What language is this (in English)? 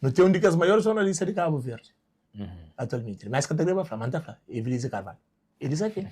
Kabuverdianu